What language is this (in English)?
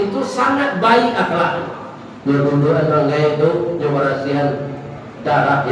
Minangkabau